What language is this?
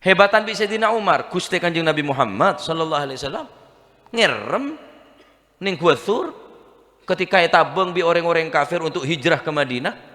Madurese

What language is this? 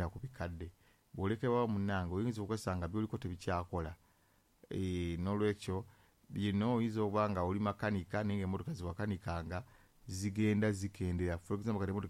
Ganda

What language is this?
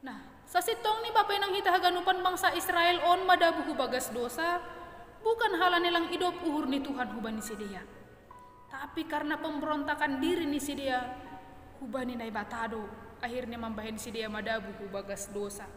Batak Simalungun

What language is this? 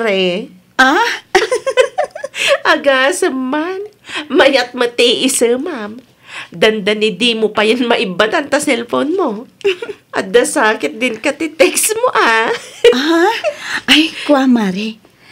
Iloko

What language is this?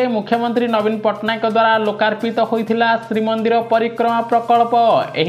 Odia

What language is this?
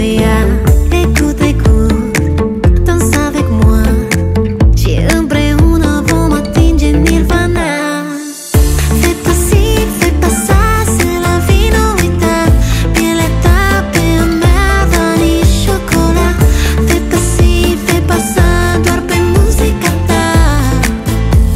Romanian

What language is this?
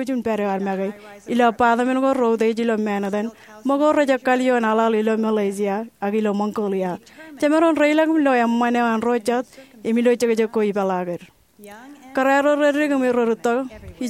Marshallese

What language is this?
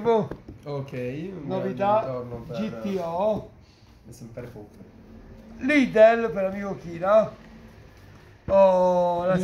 Italian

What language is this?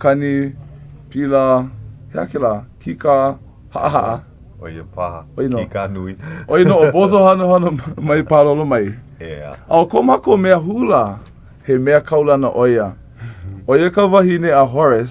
Hawaiian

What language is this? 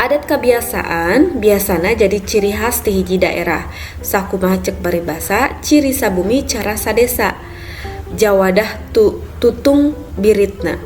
Sundanese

